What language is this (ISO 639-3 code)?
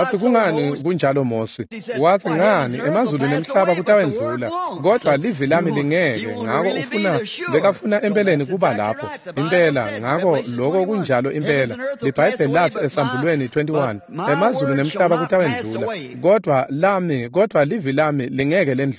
ssw